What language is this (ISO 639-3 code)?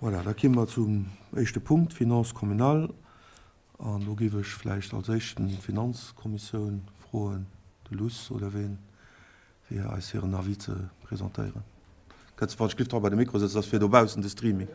ltz